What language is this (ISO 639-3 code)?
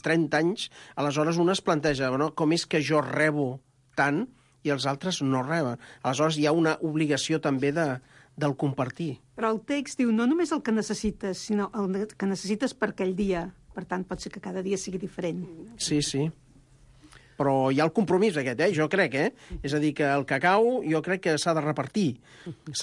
cat